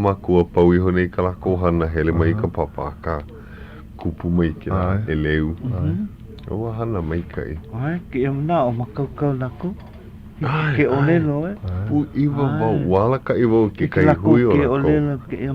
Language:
Hawaiian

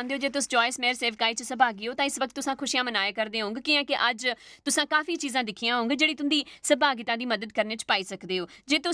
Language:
Dogri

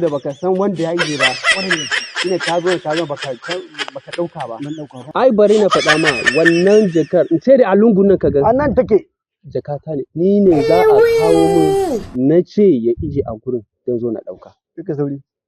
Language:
Hausa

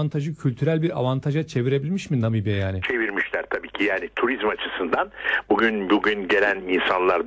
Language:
Turkish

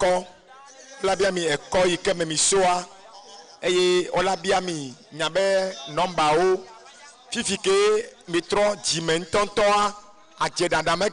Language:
Ewe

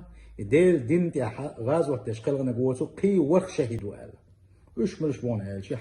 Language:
Chechen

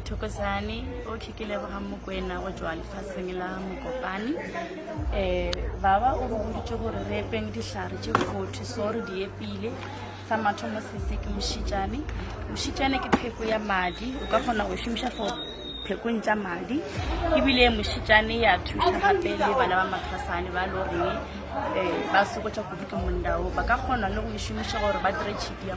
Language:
Northern Sotho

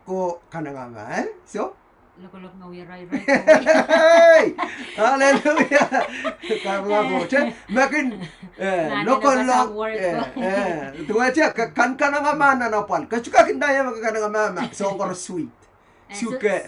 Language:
Pohnpeian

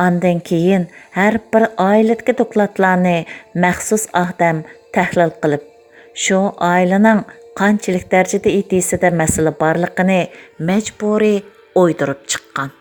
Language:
Uyghur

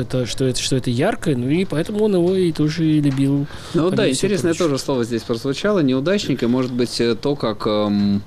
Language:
Russian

